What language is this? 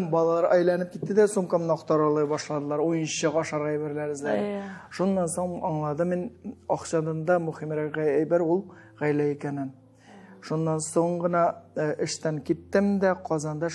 Tatar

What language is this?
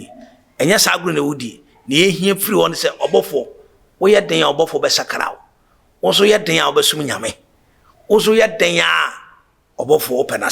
Akan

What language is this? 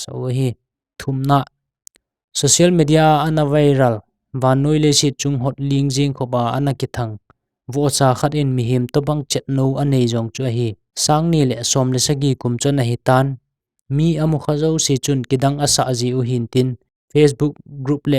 Thado Chin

